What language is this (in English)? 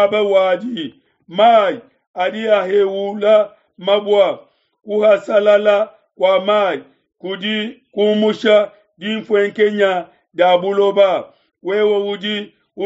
Luba-Lulua